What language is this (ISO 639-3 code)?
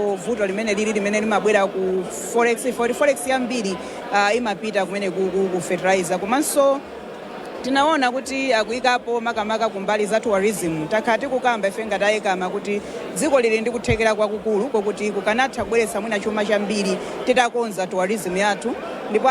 nya